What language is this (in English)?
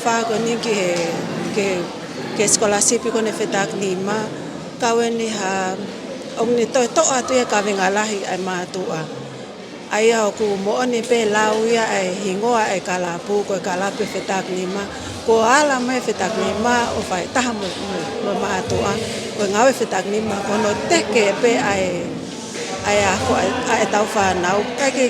Tongan